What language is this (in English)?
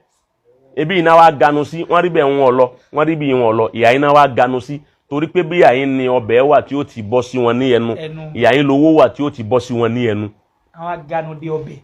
Yoruba